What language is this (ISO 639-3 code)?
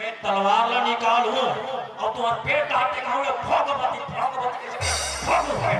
hne